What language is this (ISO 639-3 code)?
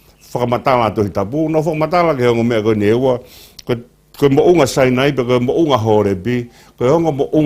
ton